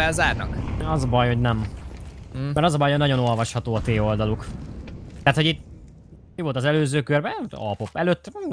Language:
Hungarian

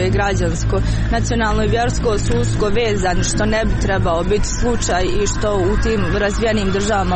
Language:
Croatian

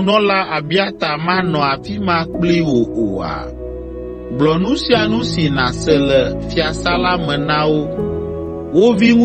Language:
Ewe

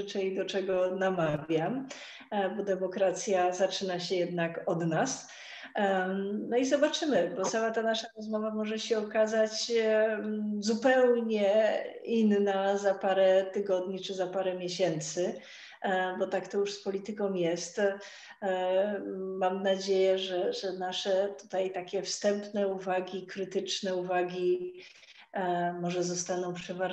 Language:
Polish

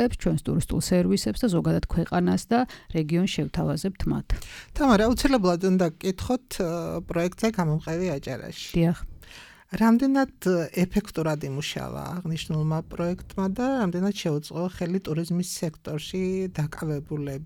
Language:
Georgian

